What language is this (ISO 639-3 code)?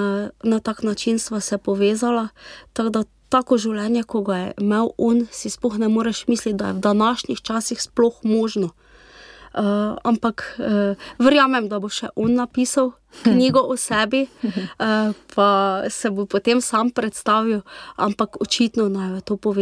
slv